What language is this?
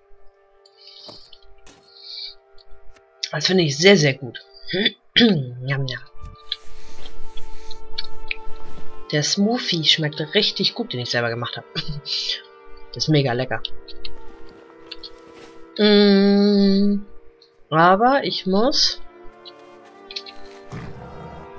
German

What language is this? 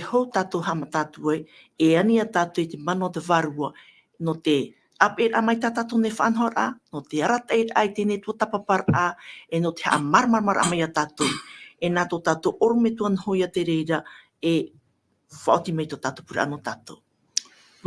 Tahitian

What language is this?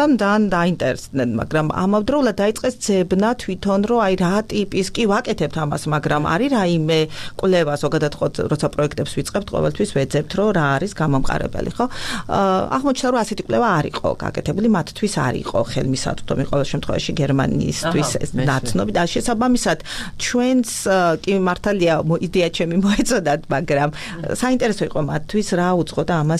Georgian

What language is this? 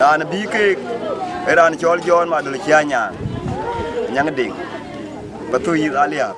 Dinka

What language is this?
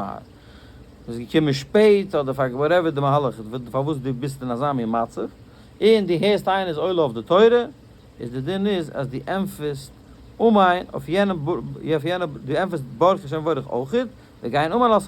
Yiddish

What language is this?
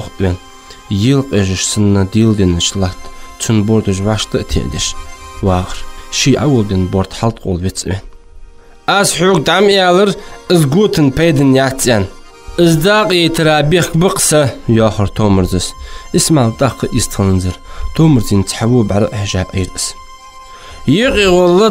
Ingush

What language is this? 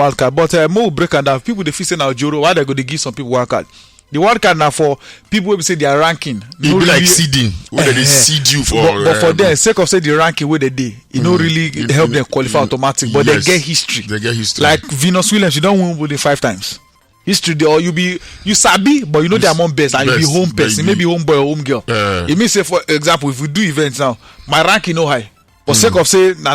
Nigerian Pidgin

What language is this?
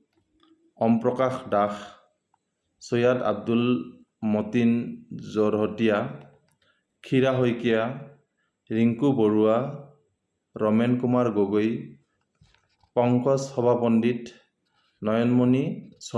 Assamese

